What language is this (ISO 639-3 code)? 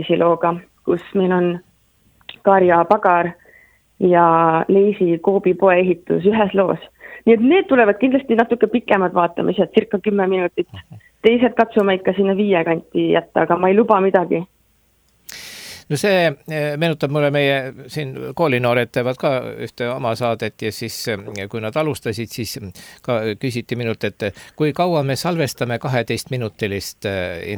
est